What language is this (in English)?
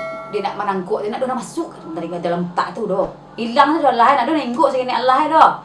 Minangkabau